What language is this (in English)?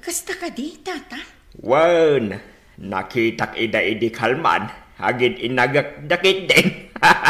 Iloko